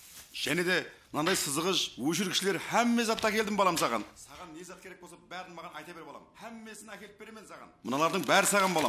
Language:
Kara-Kalpak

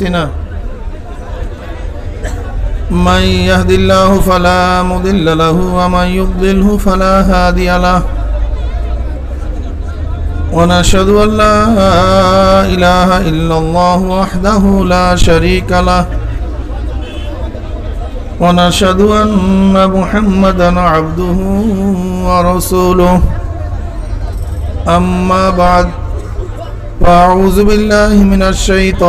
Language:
Bangla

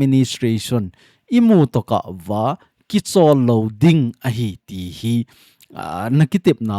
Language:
Thado Chin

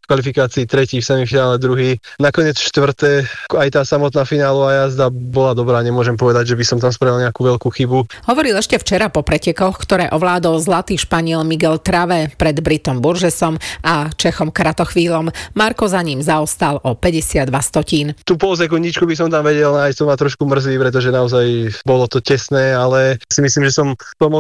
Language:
Slovak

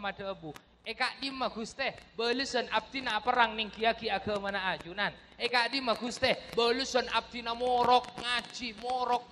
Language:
Madurese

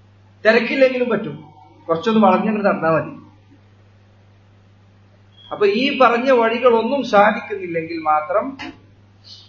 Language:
Malayalam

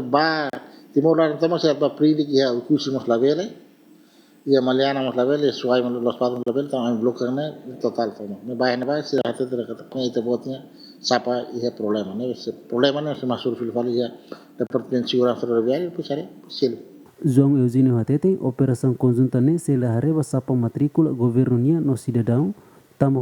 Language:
Tetum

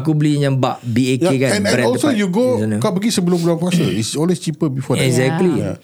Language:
Malay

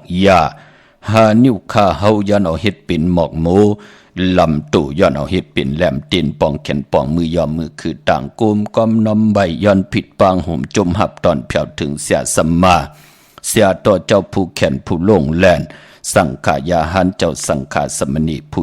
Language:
Shan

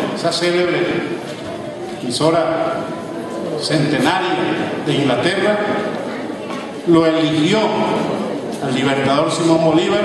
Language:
Spanish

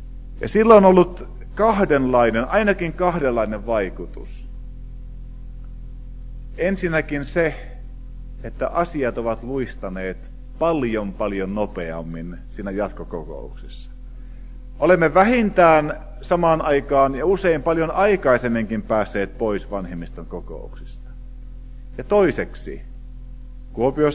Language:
Finnish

